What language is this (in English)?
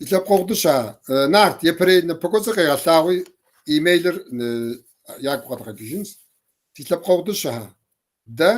Kabardian